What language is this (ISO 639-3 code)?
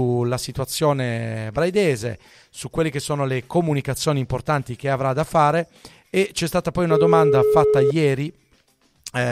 ita